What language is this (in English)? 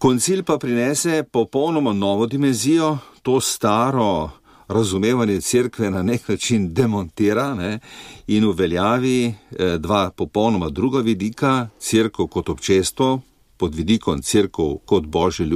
Slovenian